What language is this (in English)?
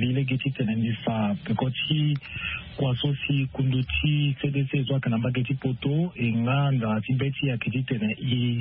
Sango